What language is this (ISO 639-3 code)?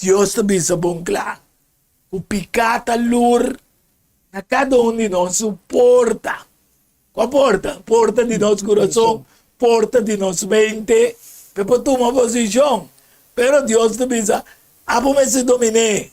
pap